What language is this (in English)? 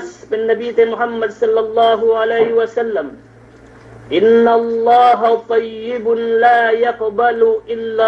Yakan